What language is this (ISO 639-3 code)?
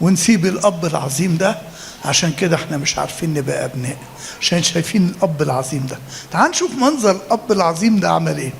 arz